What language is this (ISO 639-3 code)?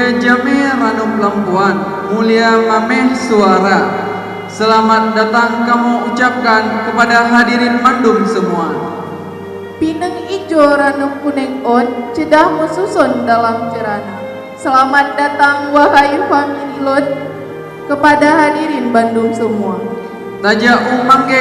ace